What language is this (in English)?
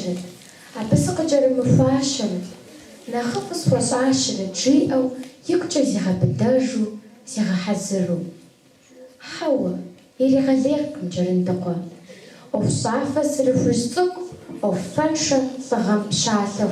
Kabardian